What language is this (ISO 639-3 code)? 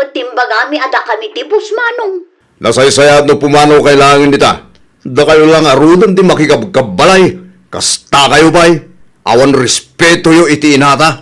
ilo